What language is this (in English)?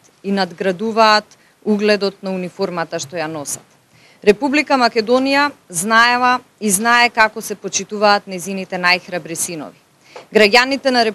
Macedonian